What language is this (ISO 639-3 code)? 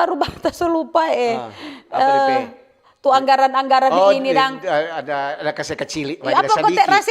xmm